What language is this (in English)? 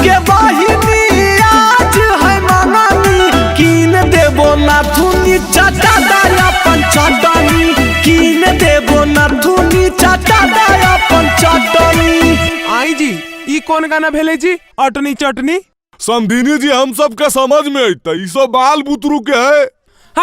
Magahi